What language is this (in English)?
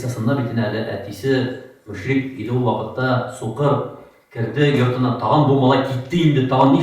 Tatar